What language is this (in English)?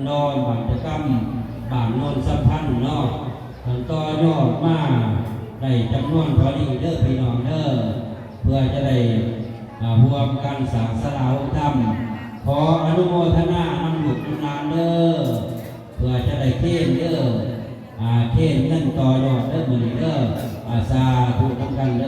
Northeastern Thai